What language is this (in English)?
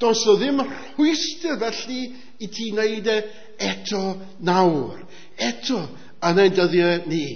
Welsh